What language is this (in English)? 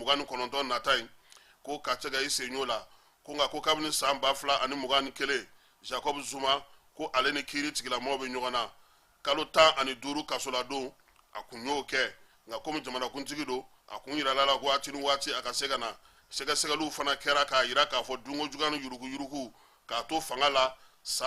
Bambara